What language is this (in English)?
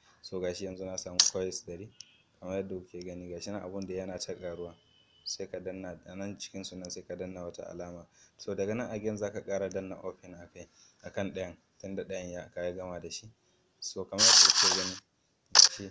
Hausa